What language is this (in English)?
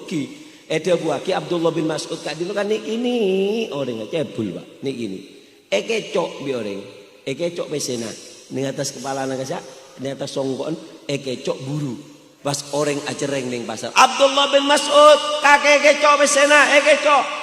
Madurese